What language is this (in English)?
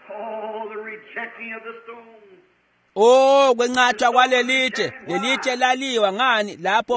Swati